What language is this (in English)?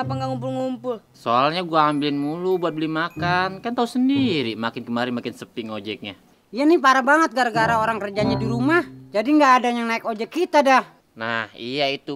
Betawi